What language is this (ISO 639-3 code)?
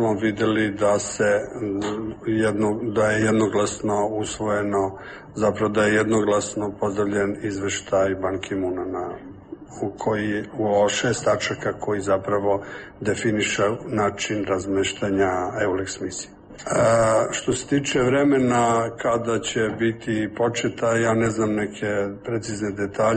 srp